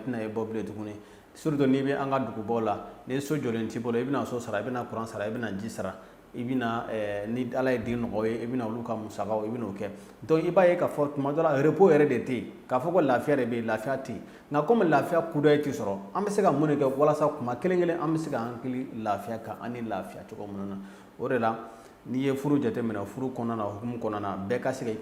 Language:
Bambara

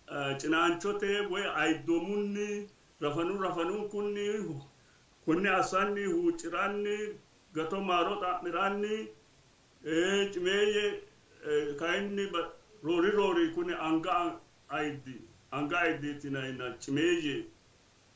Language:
Sidamo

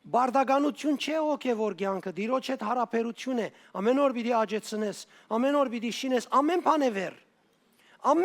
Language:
Western Armenian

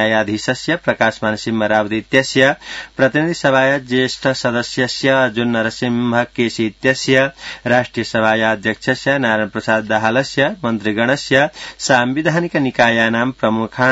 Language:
Sanskrit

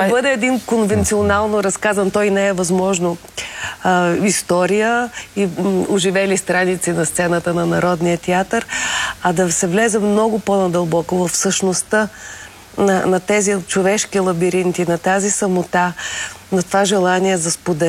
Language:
Bulgarian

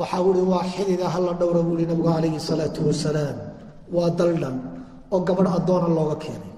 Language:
Somali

